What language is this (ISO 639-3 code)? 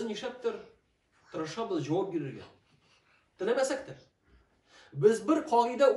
tat